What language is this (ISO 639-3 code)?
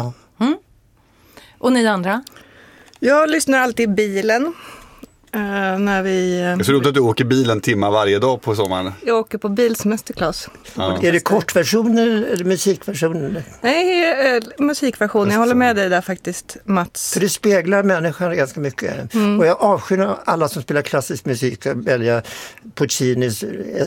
swe